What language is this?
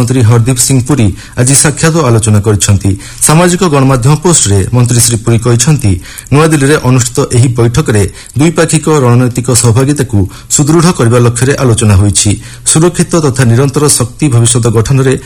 Odia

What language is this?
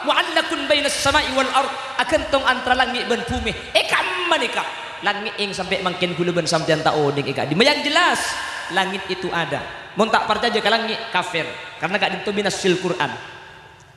Madurese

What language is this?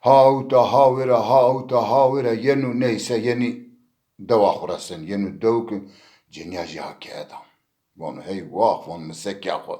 Zaza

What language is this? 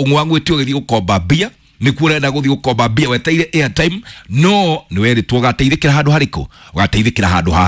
Kikuyu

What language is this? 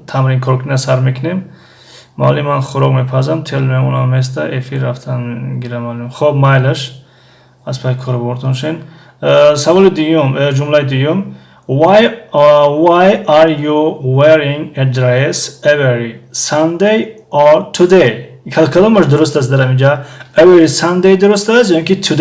Tajik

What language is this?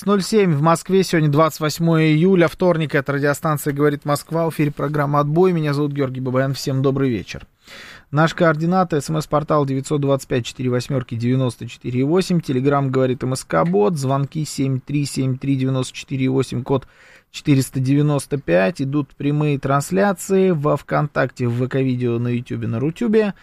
Russian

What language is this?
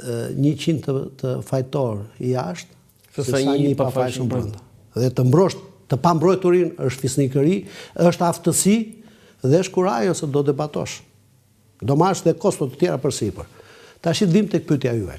Albanian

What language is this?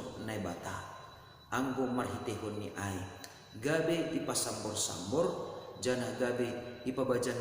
Batak Simalungun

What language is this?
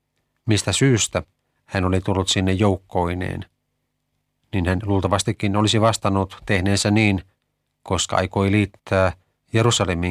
Finnish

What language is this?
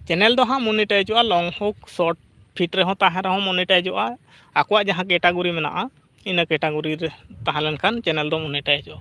Santali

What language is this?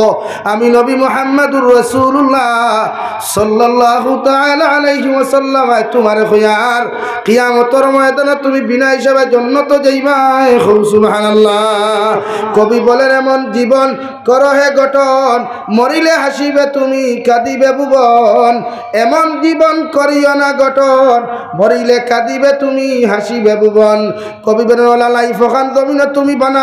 Sylheti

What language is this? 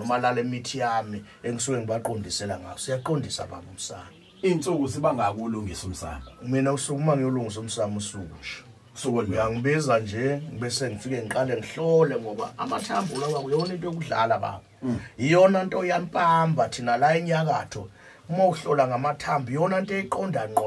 Zulu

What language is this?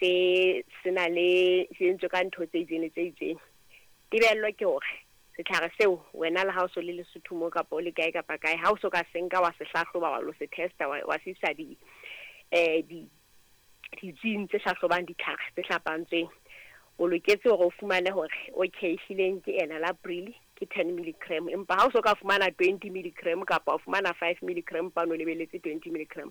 Southern Sotho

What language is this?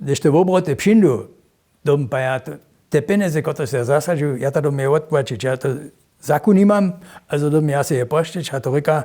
Upper Sorbian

